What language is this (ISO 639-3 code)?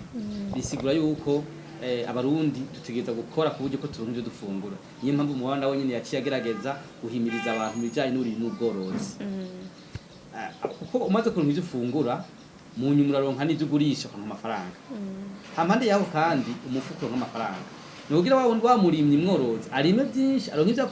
run